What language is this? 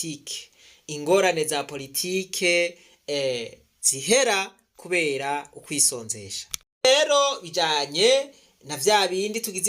Rundi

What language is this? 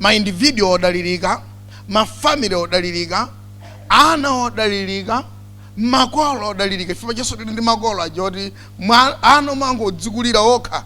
Nyanja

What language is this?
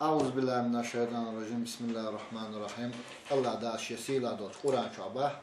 Chechen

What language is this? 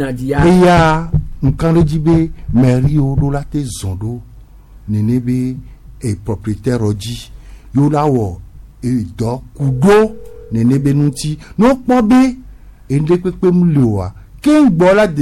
Gen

